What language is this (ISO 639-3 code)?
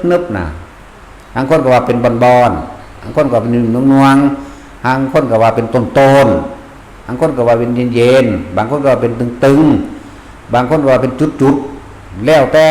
tts